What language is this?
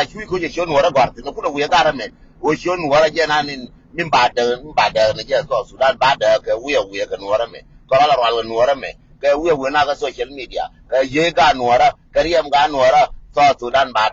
Nuer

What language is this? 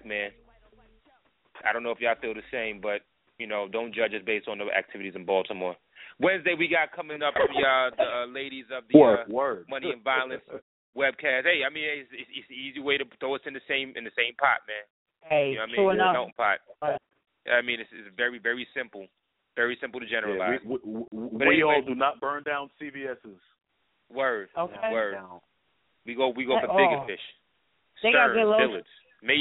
English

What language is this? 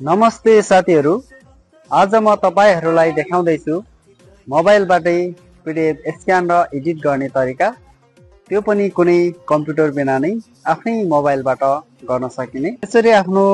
Nepali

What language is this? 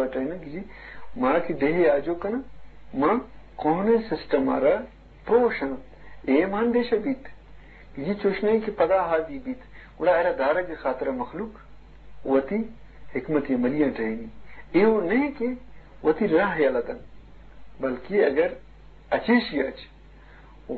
Eastern Balochi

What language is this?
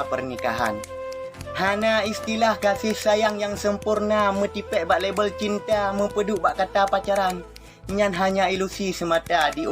Achinese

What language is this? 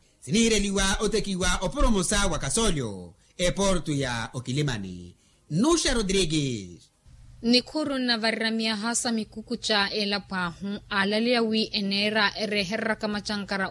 Makhuwa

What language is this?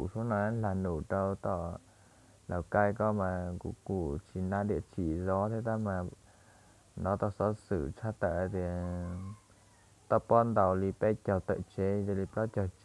Hmong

